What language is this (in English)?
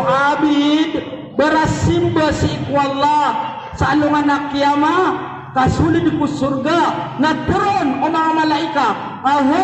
Maranao